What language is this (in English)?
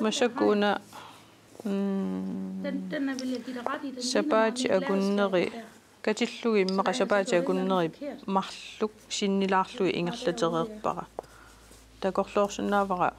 Kalaallisut